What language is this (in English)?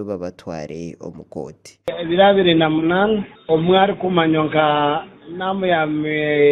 Nyankole